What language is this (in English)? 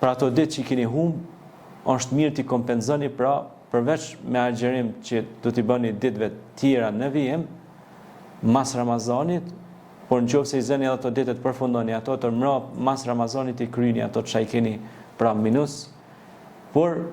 Albanian